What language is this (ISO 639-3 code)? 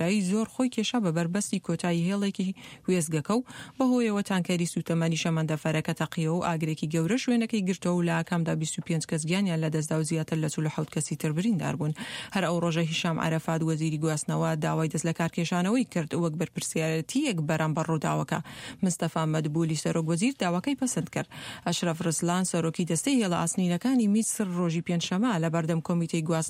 ckb